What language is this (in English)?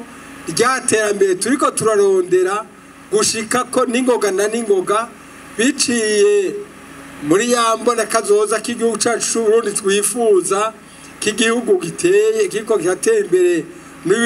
Rundi